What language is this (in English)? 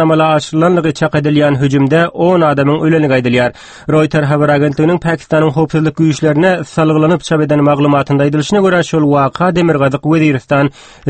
Turkmen